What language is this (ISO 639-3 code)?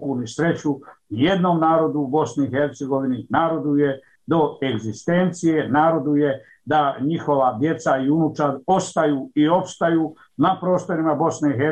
bos